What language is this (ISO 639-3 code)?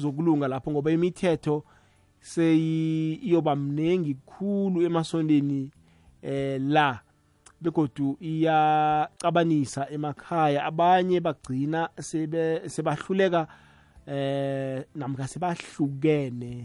nbl